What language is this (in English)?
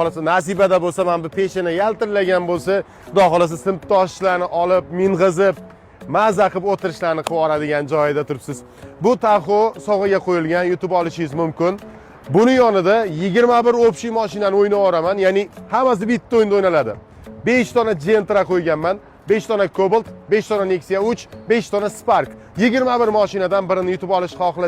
Uzbek